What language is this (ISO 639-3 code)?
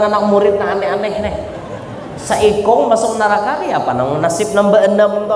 bjn